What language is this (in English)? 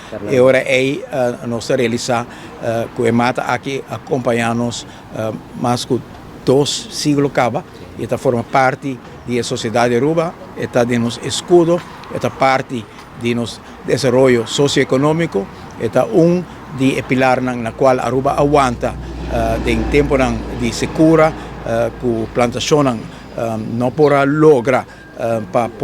Papiamento